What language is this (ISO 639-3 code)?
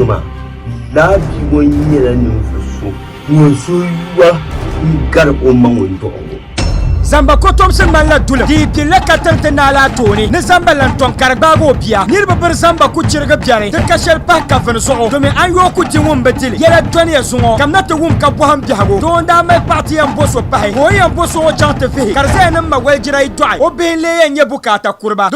dag